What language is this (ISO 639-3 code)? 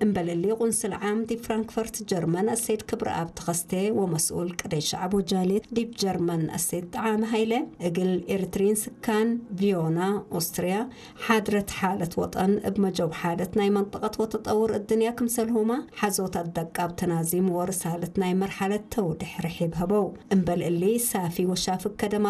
tig